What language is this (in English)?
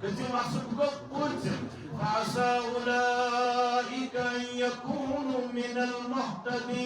Kashmiri